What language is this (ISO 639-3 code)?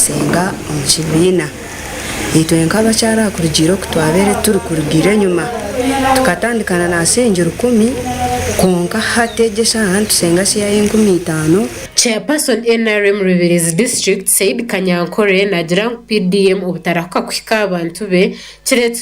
nyn